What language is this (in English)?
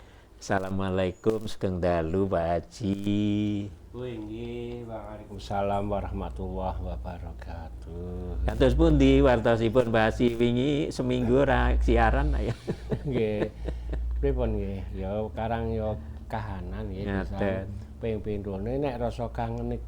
Javanese